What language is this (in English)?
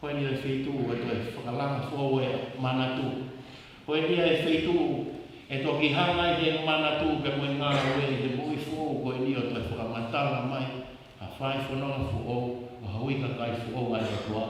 Tongan